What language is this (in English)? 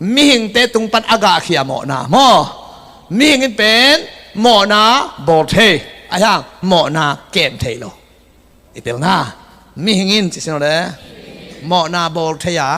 Tedim Chin